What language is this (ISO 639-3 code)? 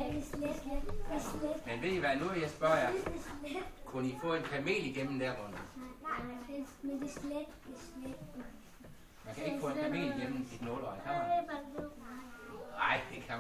dan